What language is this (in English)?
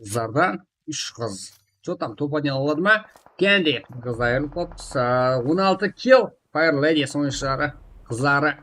Kara-Kalpak